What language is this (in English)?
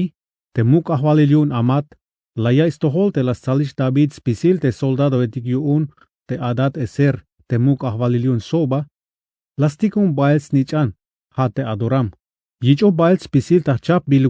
Tzeltal